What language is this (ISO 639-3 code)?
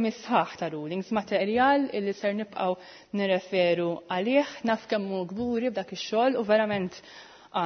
mlt